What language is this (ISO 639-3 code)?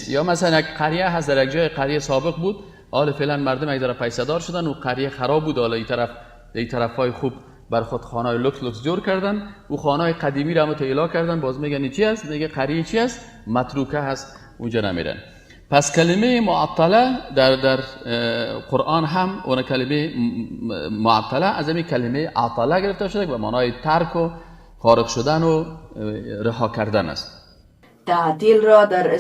fas